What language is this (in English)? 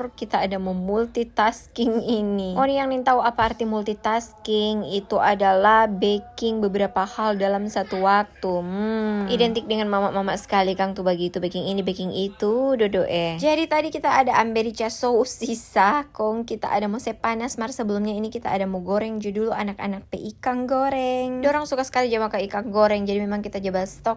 Manado Malay